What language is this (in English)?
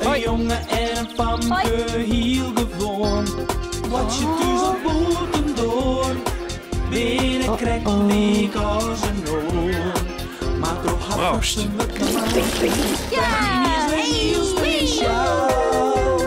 Western Frisian